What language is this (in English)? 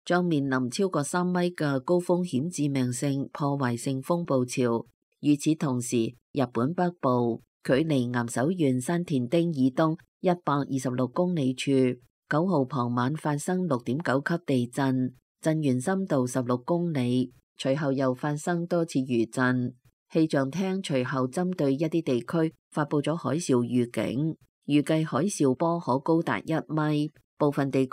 Cantonese